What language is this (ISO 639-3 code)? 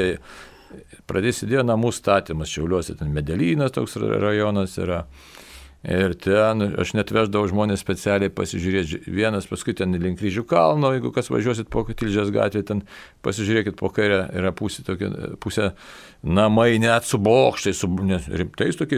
lit